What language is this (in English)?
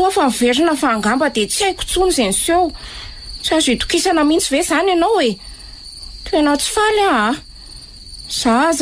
Malagasy